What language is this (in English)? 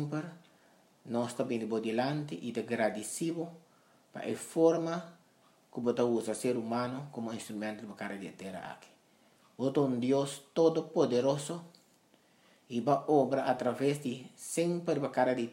Papiamento